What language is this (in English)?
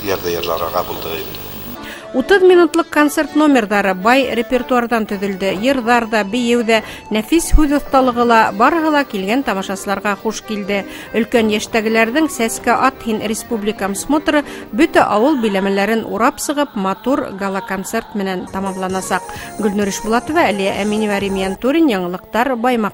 Bashkir